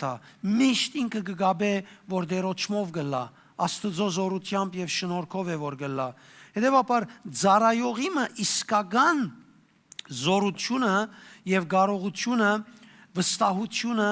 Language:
Western Armenian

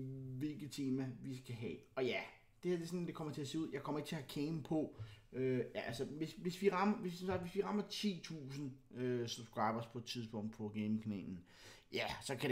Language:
Danish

